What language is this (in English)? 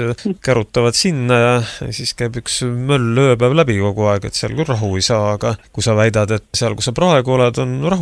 Estonian